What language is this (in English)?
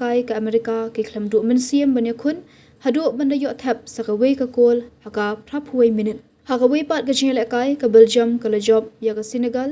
Khasi